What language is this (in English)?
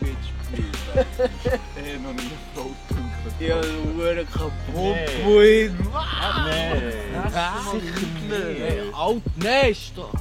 Swiss German